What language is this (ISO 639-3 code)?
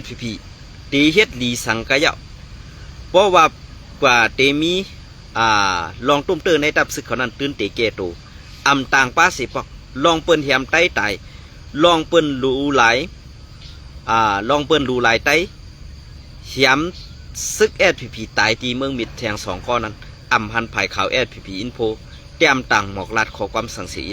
shn